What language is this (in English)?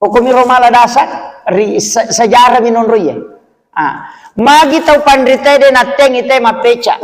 Buginese